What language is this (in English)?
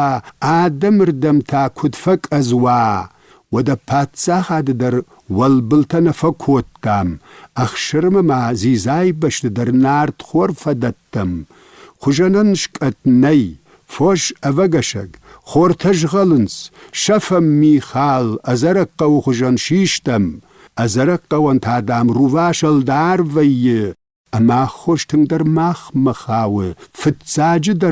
Ossetic